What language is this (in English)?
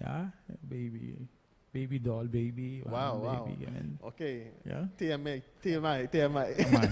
Papiamento